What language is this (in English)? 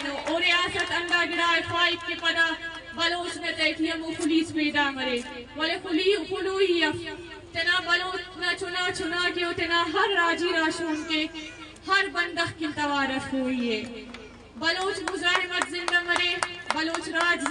Brahui